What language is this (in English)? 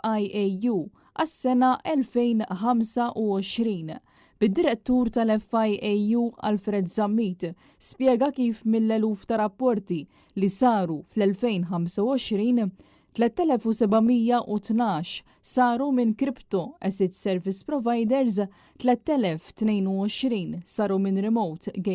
Maltese